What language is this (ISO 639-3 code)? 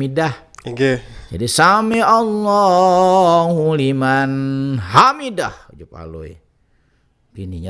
bjn